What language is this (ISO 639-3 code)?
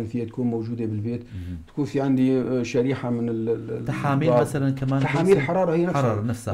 apc